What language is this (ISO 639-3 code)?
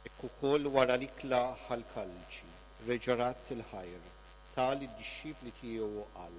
mlt